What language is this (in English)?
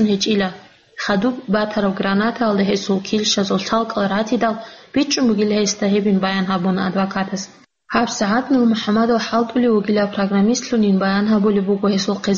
Avaric